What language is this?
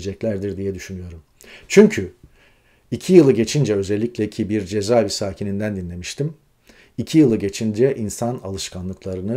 Turkish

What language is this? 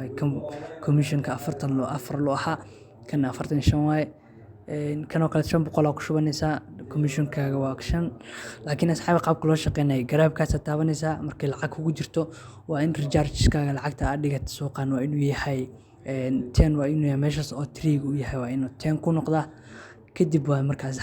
Somali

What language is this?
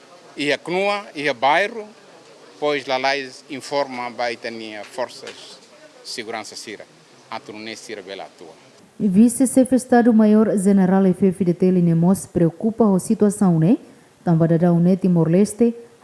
Tetum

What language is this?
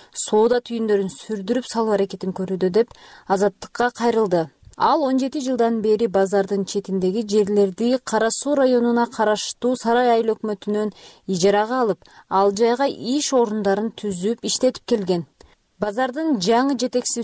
Kyrgyz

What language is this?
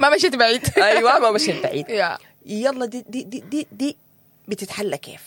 Sudanese Arabic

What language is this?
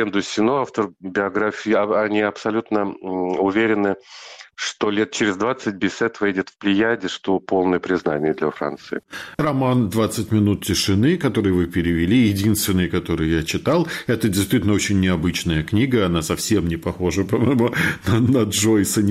Russian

